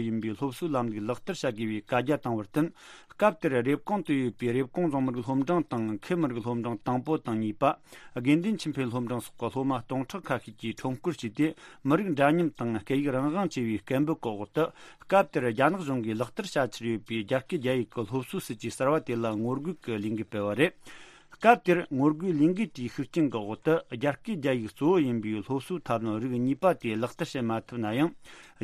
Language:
Tibetan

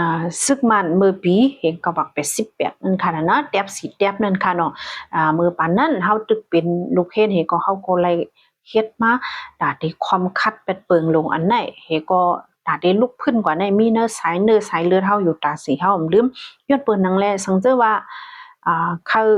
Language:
Shan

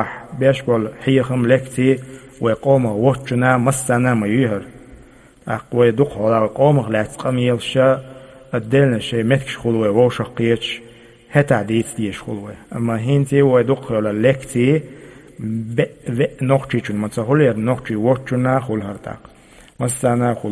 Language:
Chechen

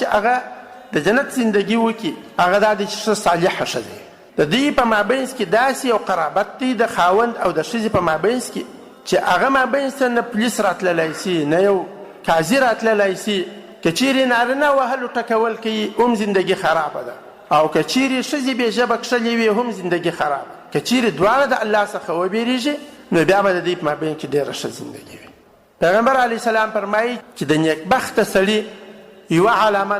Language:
Pashto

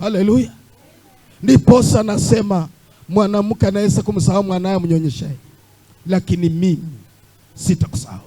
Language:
Swahili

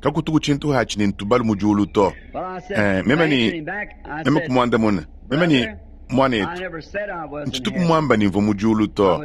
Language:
Luba-Lulua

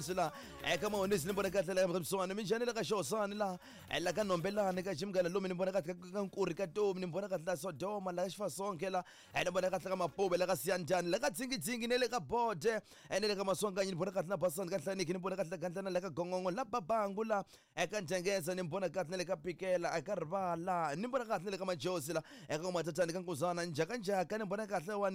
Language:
Tsonga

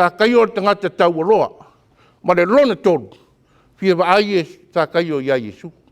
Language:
Samoan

